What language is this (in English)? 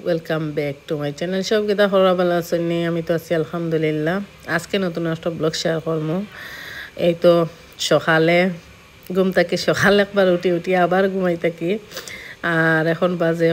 Sylheti